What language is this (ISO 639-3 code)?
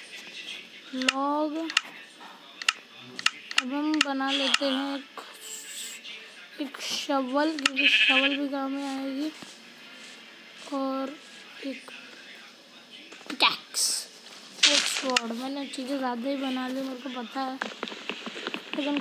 hin